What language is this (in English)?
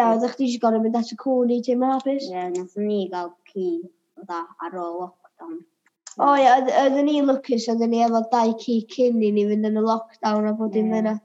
Welsh